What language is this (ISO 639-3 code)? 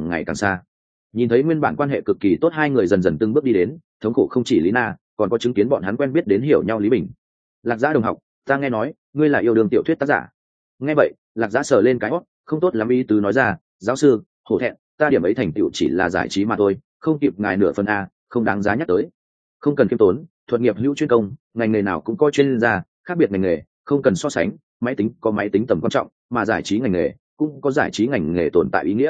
vie